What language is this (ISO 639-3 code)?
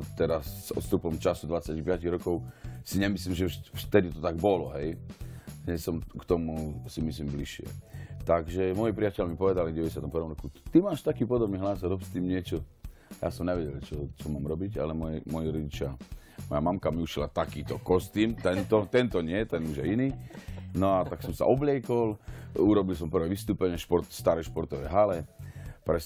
slk